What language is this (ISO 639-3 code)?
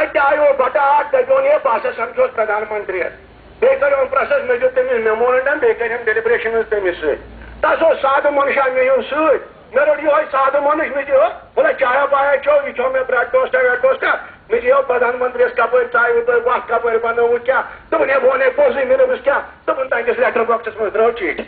kas